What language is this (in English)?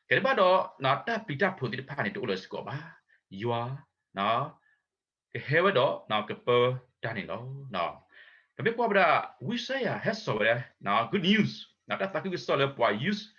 S'gaw Karen